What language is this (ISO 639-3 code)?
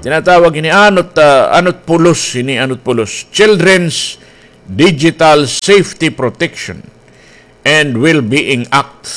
war